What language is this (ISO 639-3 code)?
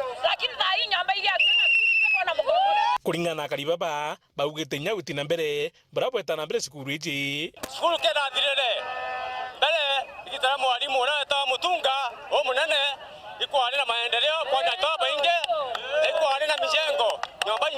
mer